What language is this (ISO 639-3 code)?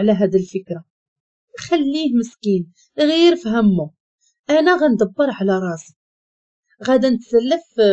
ary